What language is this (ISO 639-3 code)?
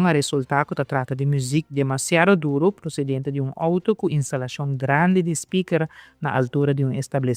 pap